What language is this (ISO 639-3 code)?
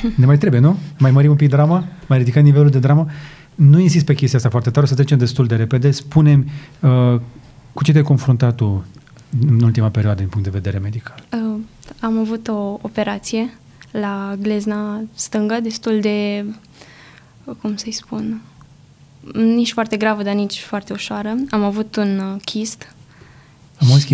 ron